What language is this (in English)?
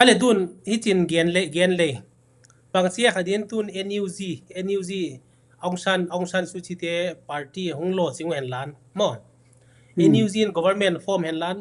Tedim Chin